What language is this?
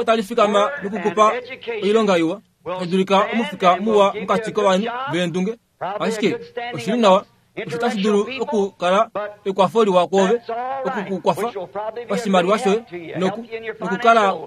Kuanyama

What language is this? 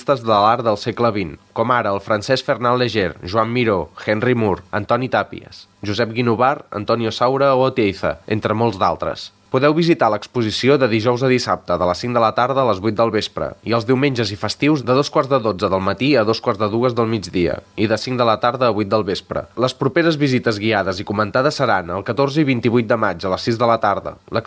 Catalan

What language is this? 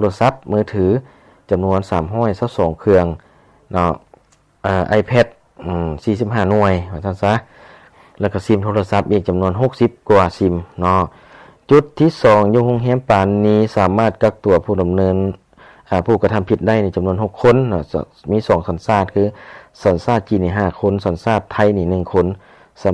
Lao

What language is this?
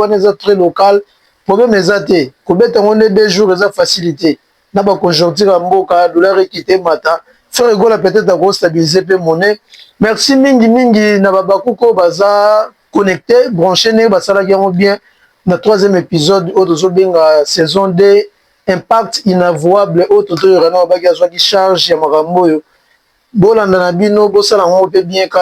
Lingala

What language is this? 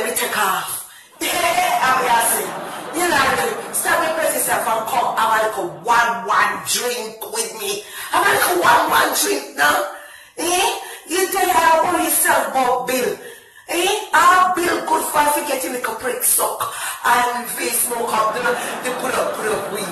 Jamaican Creole English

